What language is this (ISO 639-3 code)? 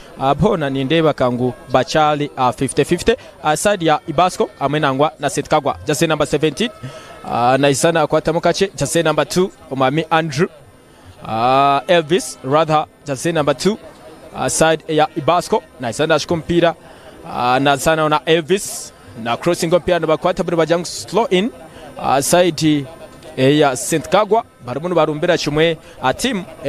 nyn